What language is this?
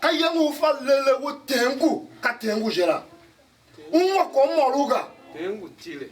Tiv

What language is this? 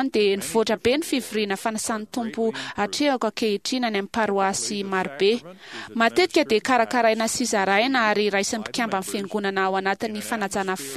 Malagasy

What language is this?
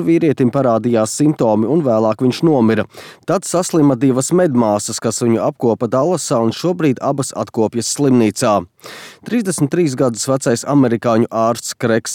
Latvian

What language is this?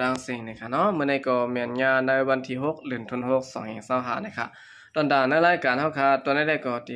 Shan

